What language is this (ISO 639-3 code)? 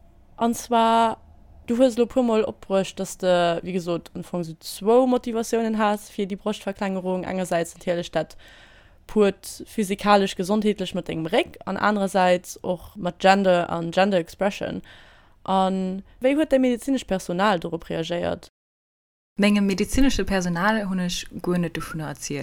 ltz